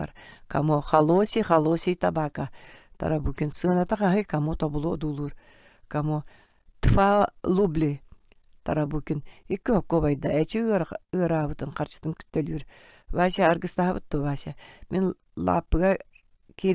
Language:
Yakut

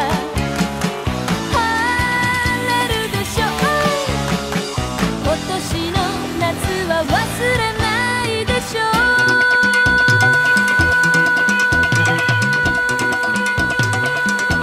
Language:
Japanese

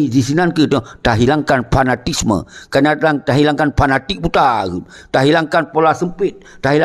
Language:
Achinese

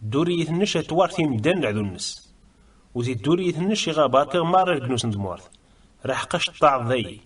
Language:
Kabyle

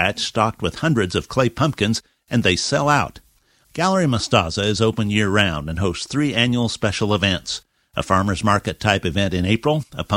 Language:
English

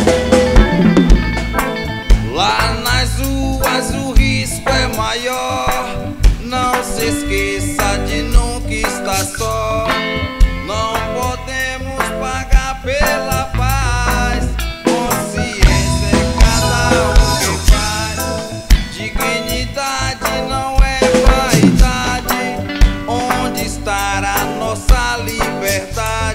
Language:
Portuguese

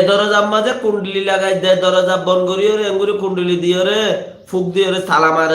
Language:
Rohingya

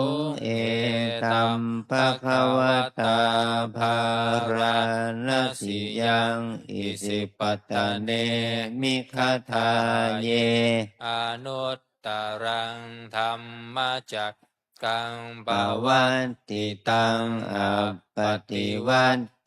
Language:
Pali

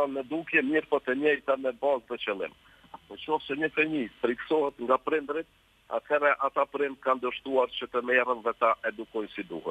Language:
Albanian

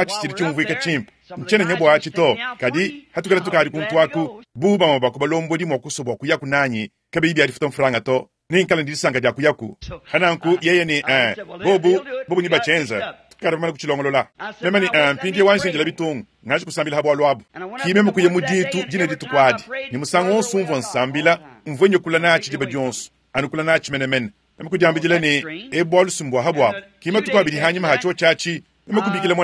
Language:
Luba-Lulua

